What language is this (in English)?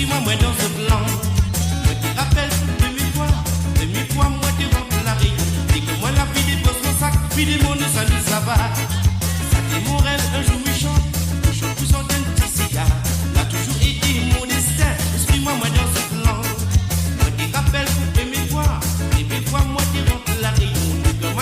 Morisyen